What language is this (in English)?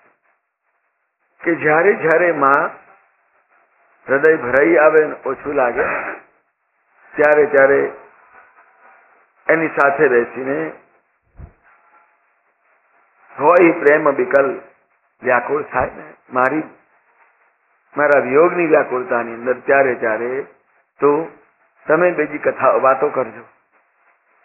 Gujarati